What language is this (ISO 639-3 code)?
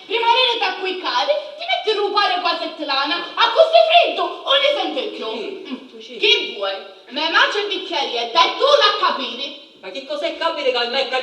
scn